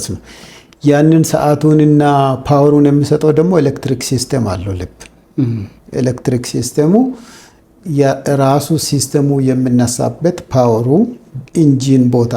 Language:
Amharic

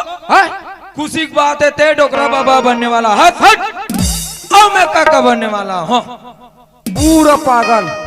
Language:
Chhattisgarhi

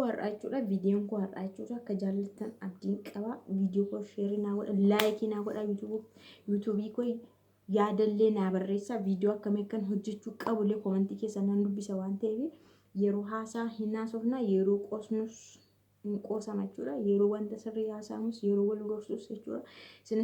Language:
Oromo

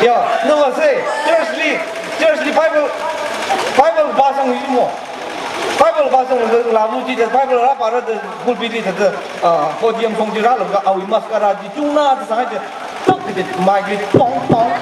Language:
Tangkhul Naga (India)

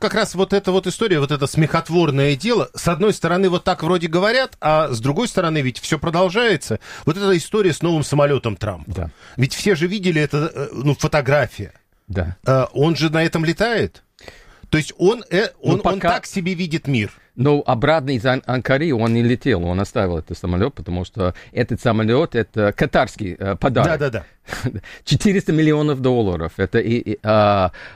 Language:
Russian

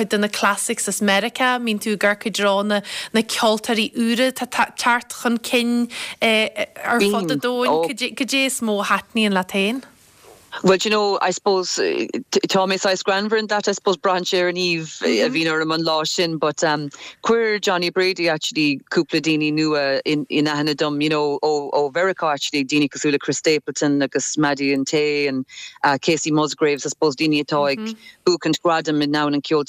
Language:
Irish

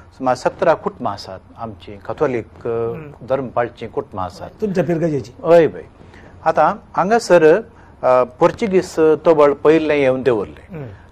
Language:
Konkani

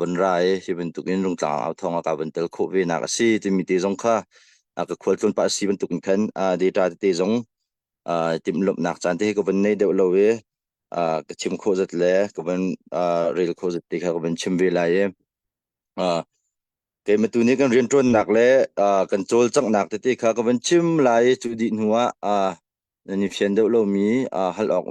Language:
Hakha Chin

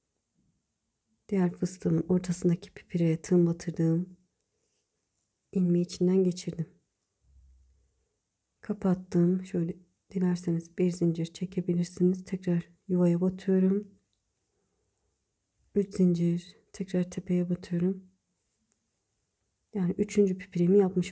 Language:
Turkish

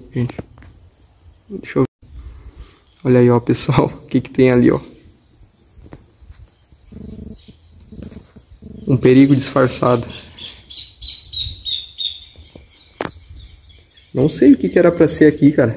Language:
Portuguese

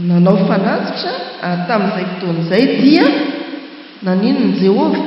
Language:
Malagasy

